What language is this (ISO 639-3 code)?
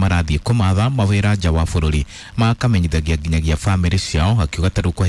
kik